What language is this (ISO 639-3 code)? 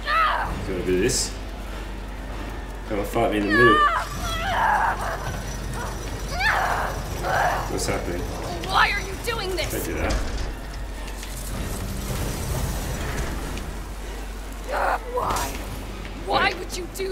eng